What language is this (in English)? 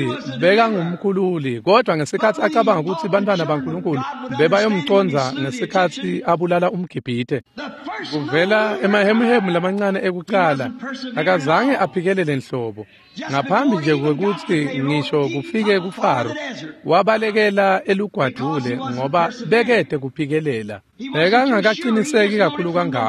Swati